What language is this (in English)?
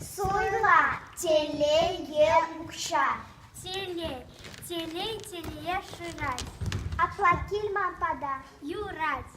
Chuvash